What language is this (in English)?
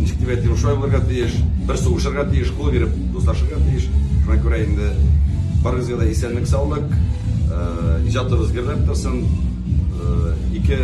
Tatar